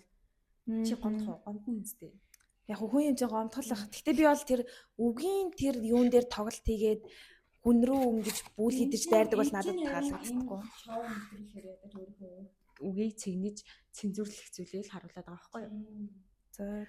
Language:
Mongolian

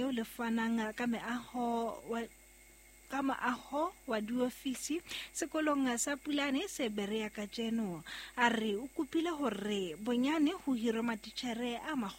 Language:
Southern Sotho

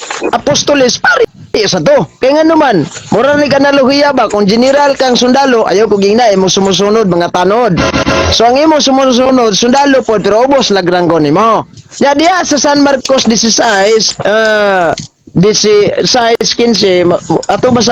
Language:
Cebuano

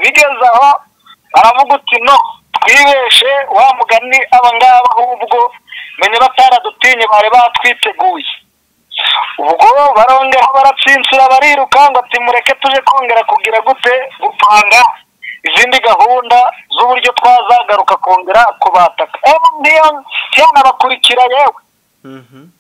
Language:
Kinyarwanda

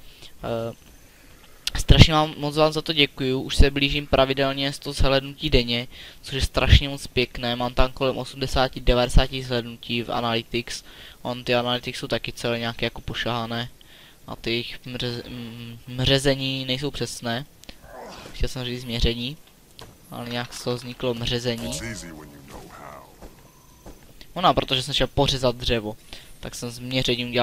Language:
Czech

